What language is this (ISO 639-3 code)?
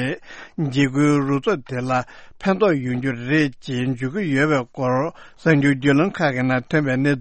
bod